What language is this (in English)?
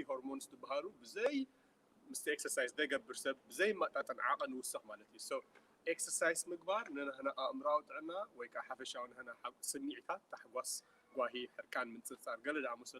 Tigrinya